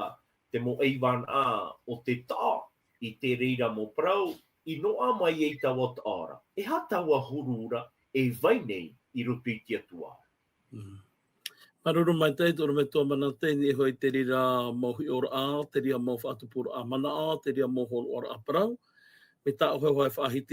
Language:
Tahitian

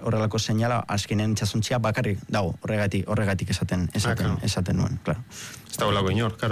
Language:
Basque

